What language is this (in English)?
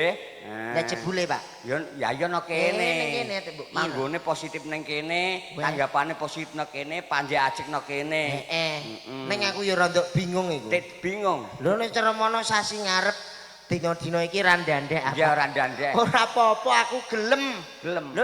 Javanese